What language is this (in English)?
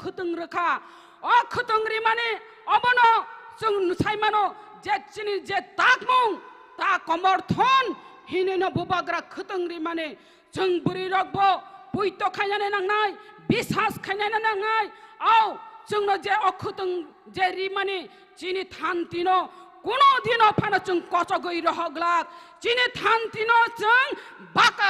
Kok Borok